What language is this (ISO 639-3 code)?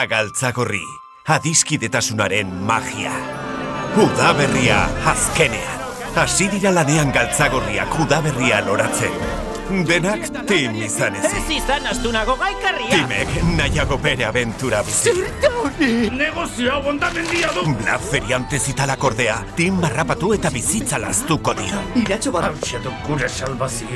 eus